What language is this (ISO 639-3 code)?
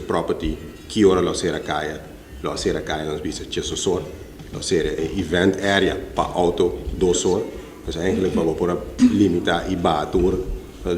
pap